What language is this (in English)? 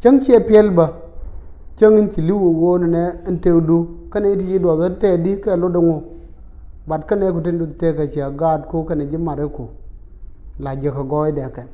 Nuer